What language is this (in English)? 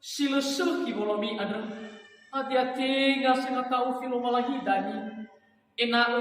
Nias